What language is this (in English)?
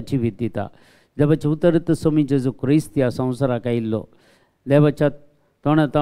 Konkani